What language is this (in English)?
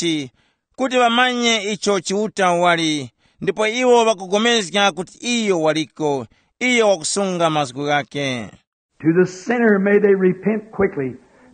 Tumbuka